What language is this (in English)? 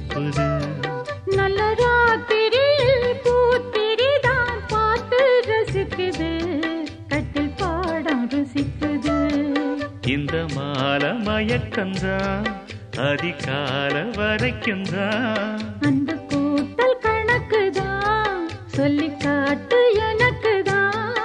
Tamil